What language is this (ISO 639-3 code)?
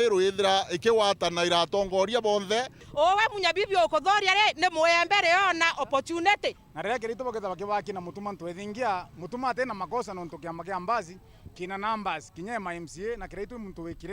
mer